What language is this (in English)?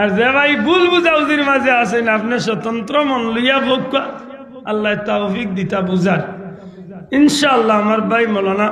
Sylheti